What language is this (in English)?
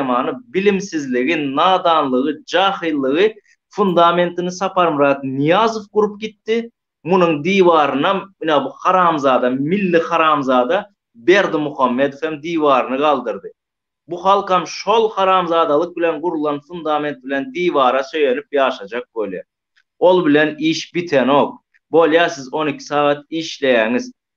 Turkmen